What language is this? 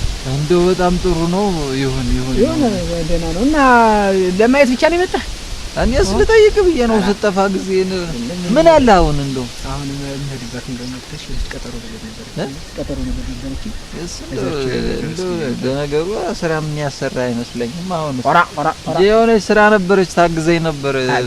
Amharic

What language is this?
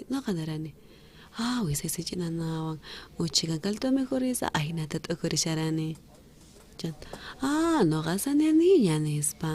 South Bolivian Quechua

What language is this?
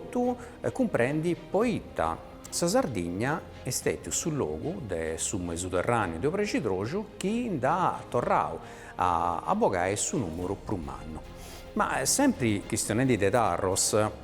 Sardinian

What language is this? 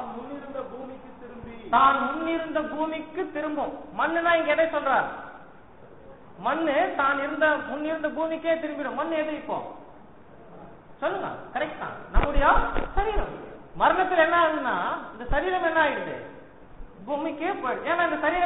Tamil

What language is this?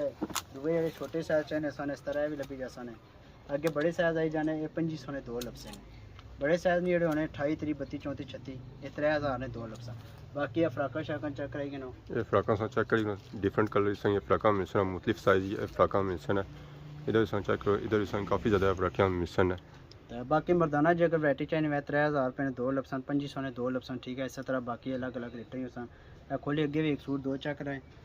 Pahari-Potwari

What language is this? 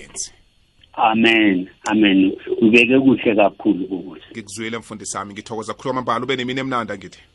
South Ndebele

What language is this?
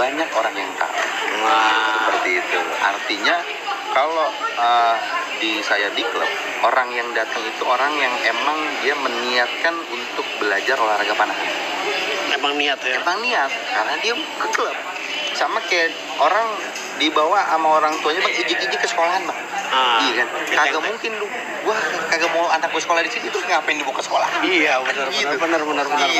Betawi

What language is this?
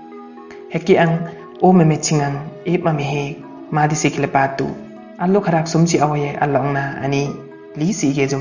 Limbu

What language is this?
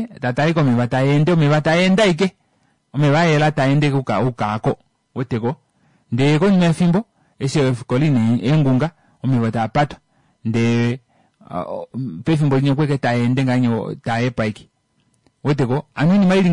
Kuanyama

